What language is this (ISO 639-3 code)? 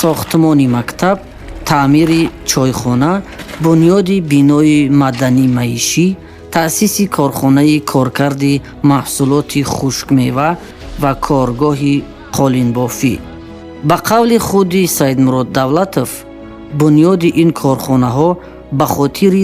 tgk